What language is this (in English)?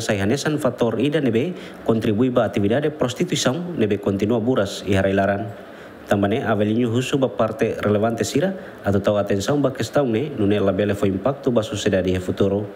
Tetum